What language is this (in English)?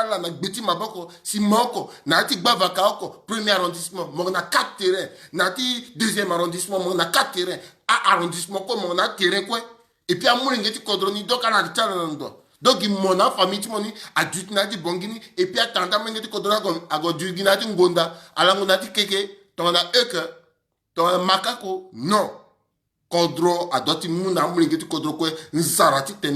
Sango